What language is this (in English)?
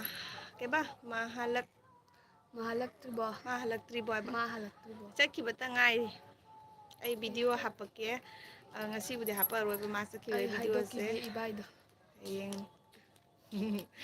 Manipuri